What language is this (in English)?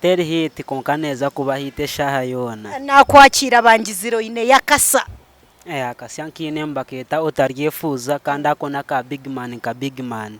Nyankole